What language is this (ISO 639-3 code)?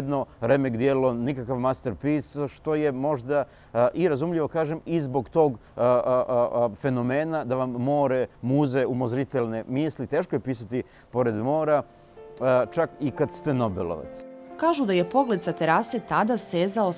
srp